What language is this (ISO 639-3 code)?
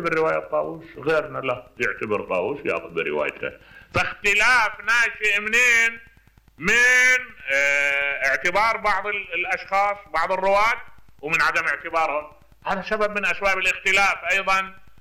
acm